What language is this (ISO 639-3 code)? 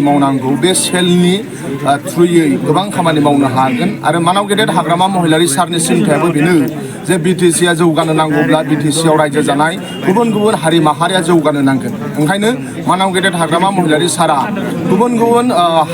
brx